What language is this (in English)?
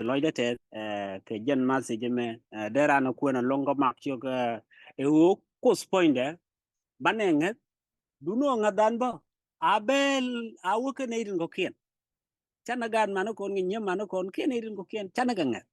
Nuer